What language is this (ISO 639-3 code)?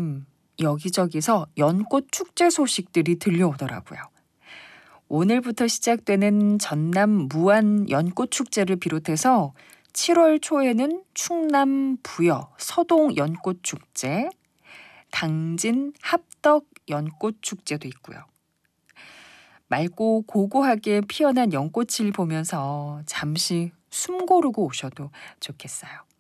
kor